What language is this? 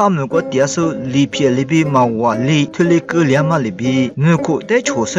Lisu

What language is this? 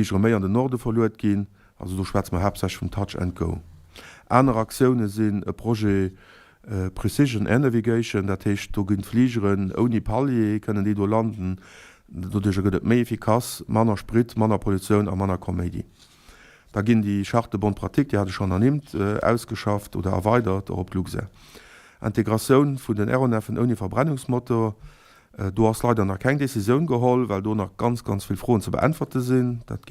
Luxembourgish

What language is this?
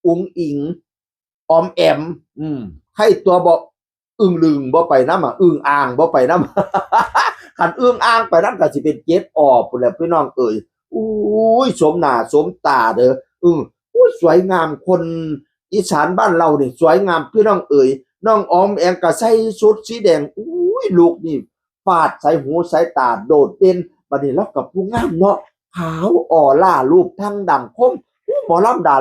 Northeastern Thai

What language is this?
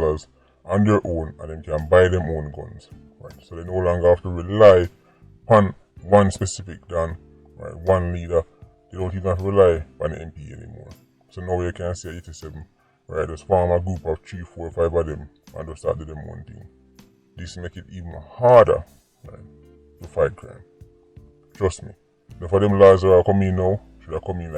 Jamaican Creole English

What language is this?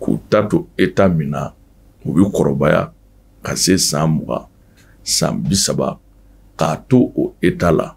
Bambara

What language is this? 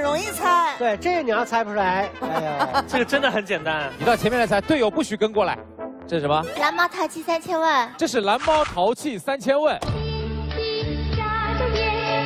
Chinese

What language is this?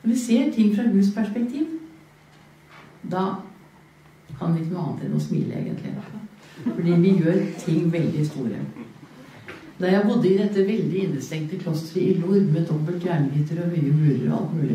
Norwegian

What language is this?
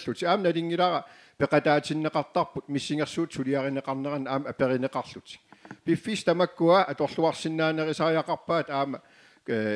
Kalaallisut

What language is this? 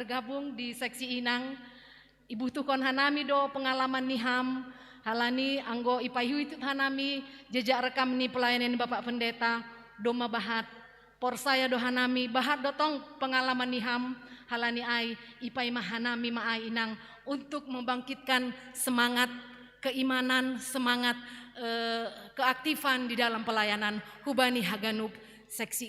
Batak Simalungun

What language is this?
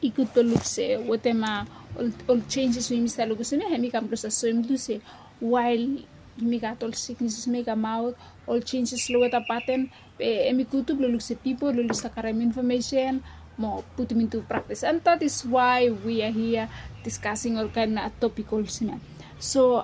Bislama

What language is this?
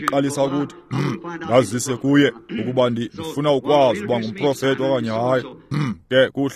Xhosa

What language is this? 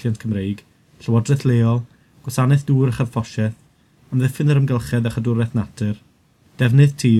Welsh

